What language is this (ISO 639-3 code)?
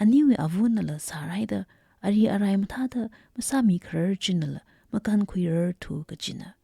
nmf